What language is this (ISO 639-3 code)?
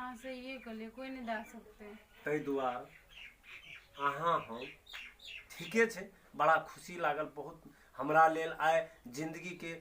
mai